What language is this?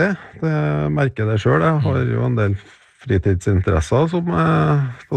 Norwegian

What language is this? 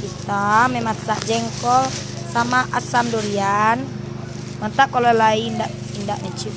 Minangkabau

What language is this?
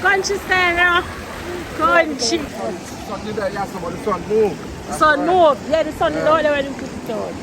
Jamaican Creole English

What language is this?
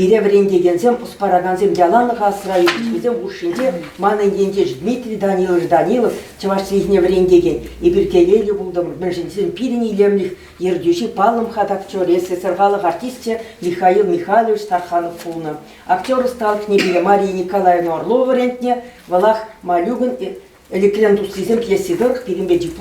Chuvash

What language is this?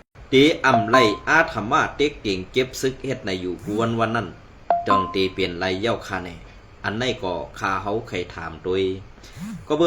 Shan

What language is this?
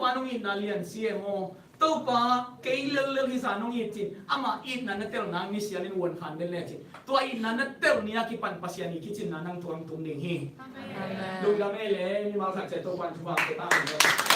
Tedim Chin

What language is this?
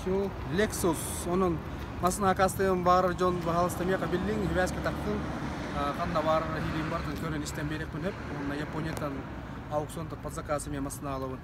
Yakut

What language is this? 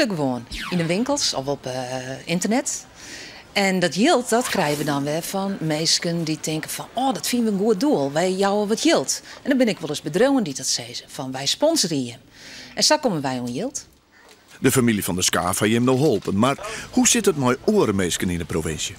Western Frisian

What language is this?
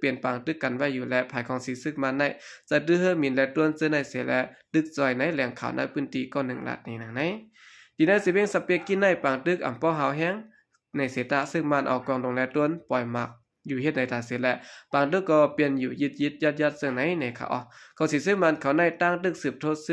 Shan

